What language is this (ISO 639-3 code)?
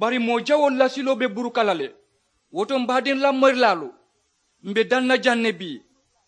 man